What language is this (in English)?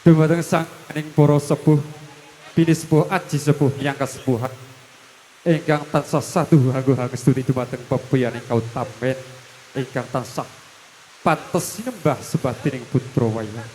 Javanese